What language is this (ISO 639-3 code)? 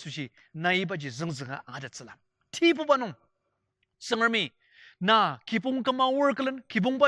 njo